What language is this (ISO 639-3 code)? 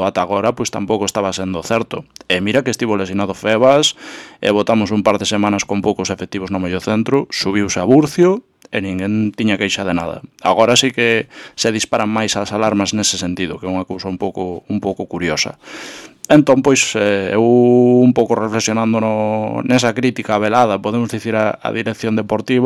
glg